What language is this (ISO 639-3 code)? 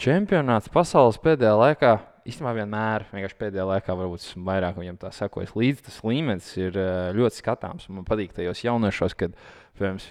lav